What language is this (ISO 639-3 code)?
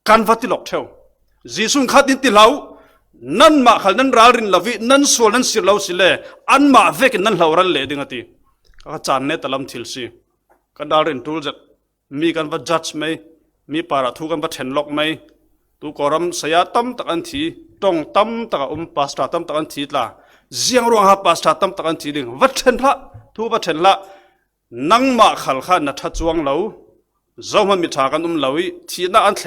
cfm